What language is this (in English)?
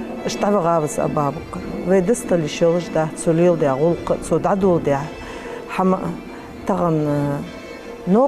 Ingush